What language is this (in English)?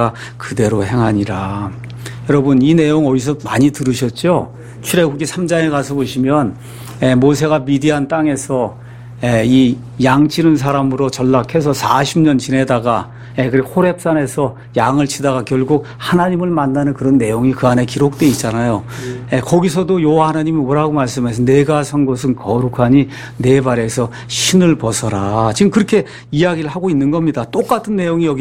Korean